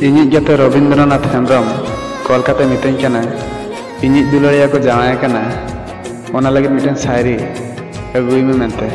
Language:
Santali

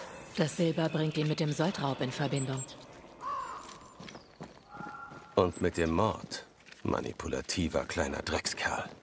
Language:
German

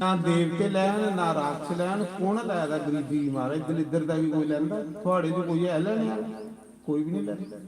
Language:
Dogri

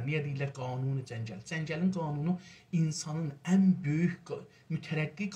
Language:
South Azerbaijani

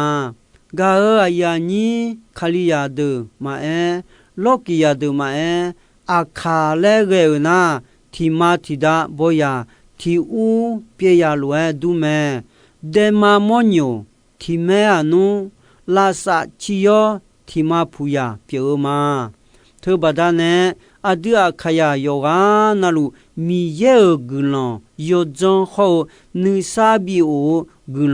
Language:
Akha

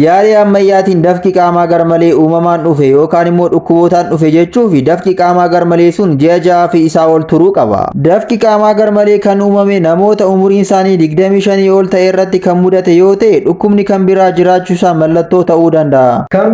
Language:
Oromo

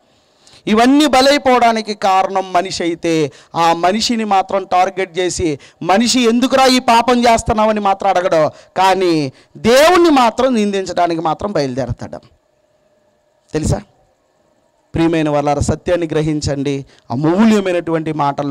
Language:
Telugu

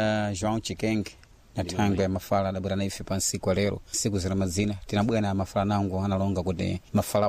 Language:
Sena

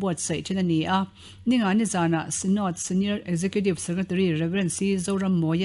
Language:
Mizo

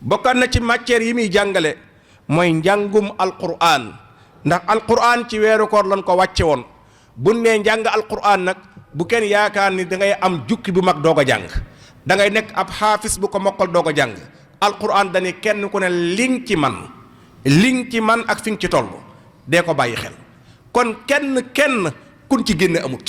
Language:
Wolof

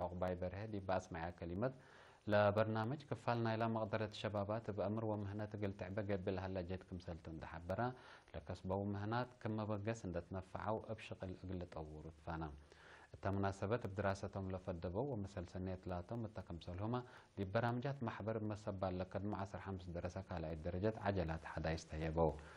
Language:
Tigre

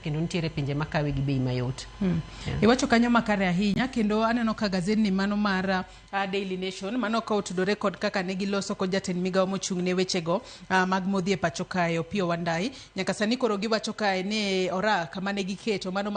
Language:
Luo (Kenya and Tanzania)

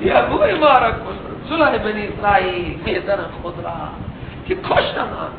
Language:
Persian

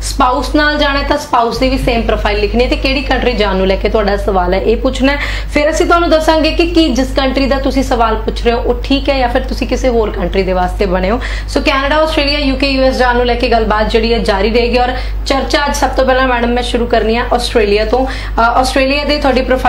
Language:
Punjabi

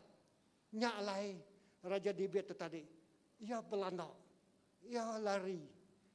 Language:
Iban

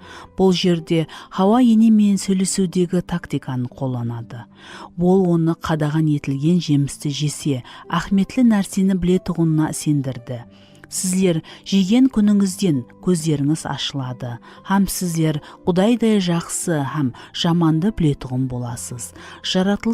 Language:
Kara-Kalpak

